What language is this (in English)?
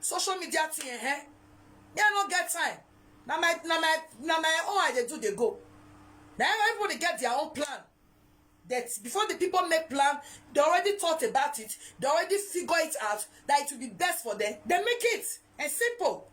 Nigerian Pidgin